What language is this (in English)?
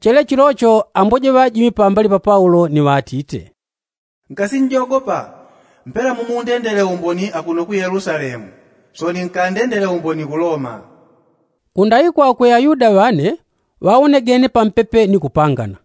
Yao